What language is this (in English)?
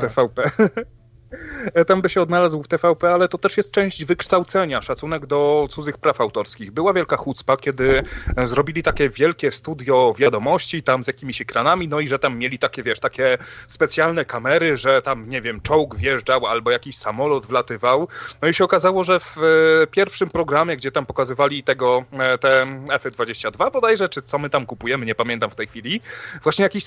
Polish